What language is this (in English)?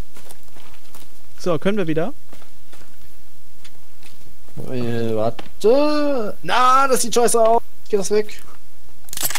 German